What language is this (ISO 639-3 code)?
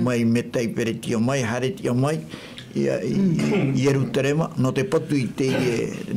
tah